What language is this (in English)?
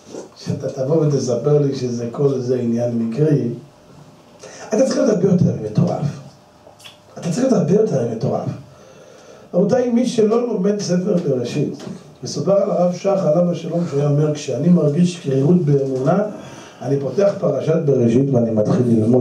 Hebrew